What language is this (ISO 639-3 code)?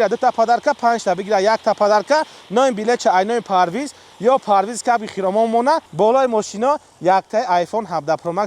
tgk